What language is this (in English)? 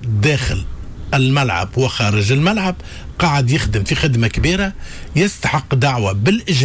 Tunisian Arabic